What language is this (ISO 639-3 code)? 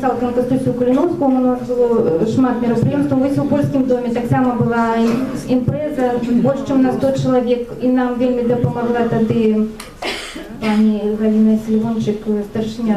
bel